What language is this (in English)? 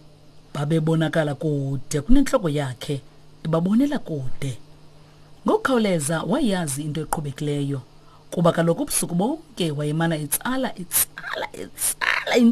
Xhosa